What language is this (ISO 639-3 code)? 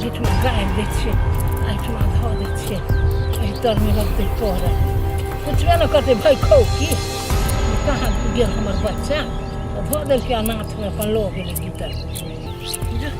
mai